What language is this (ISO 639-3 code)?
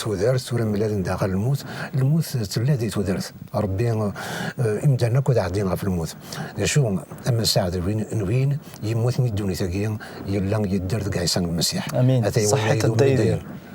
kab